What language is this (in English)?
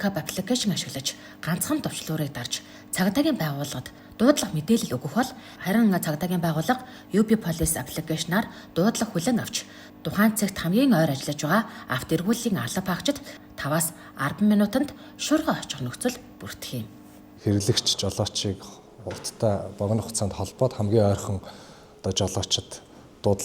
Mongolian